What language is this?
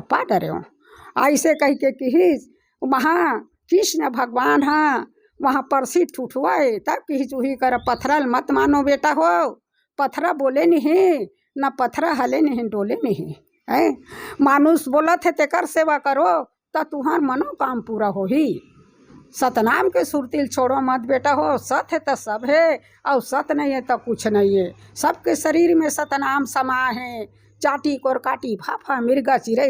Chhattisgarhi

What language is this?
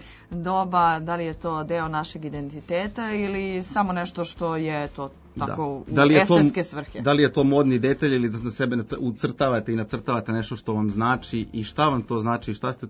Serbian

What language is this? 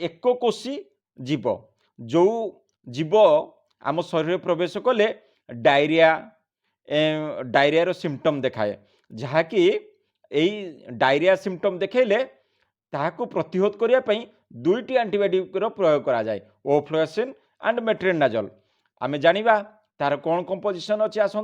Odia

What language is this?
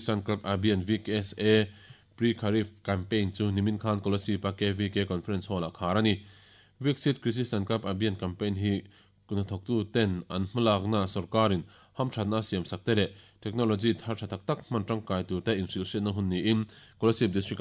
Mizo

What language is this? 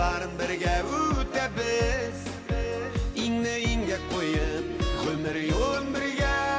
Bashkir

